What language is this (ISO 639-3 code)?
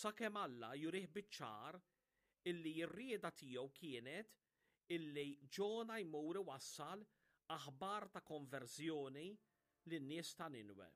mlt